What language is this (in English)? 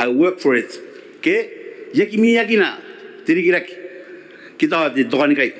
Gilbertese